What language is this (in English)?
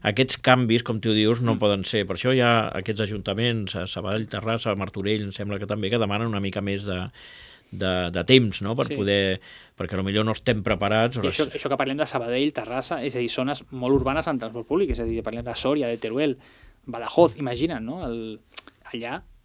Catalan